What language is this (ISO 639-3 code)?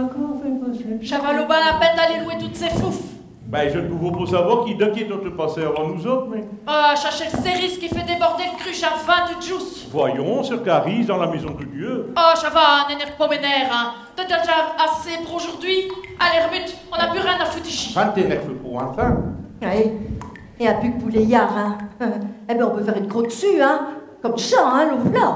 pcd